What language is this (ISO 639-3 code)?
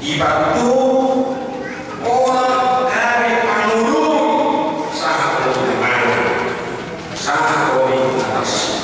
bbc